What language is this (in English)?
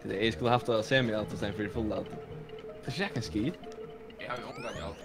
Faroese